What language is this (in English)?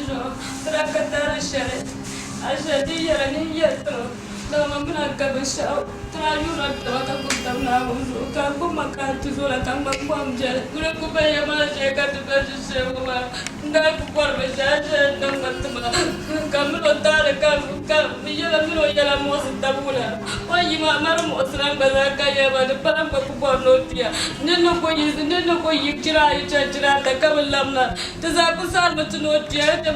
Dagbani